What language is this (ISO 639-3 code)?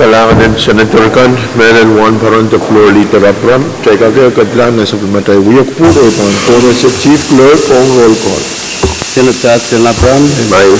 pon